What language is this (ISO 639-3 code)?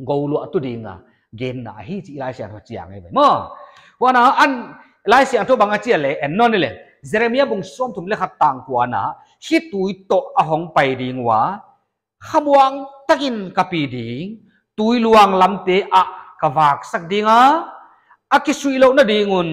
pck